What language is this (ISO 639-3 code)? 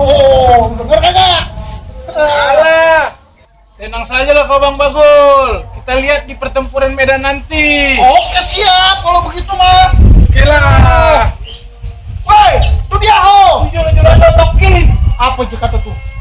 bew